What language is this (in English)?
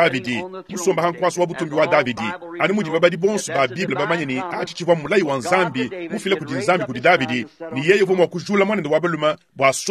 Luba-Lulua